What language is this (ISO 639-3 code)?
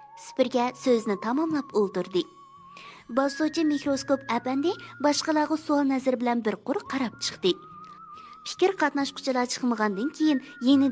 uig